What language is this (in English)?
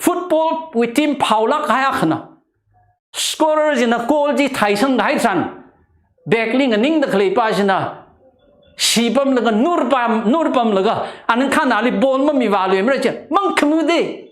Tangkhul Naga (India)